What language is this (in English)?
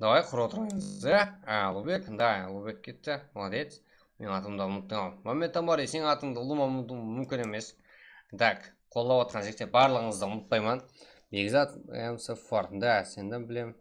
Kara-Kalpak